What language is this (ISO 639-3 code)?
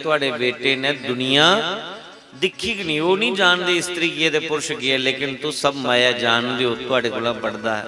doi